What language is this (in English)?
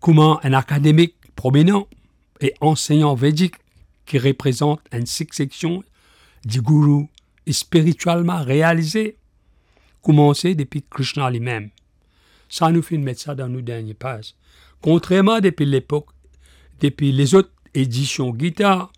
Morisyen